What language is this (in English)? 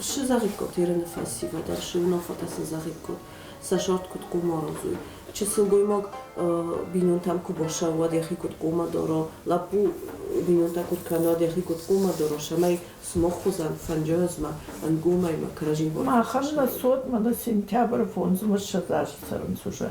Ossetic